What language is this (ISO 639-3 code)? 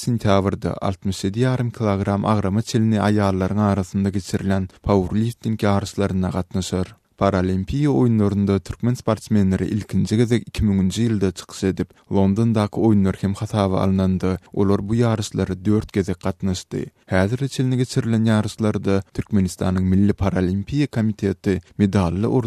tuk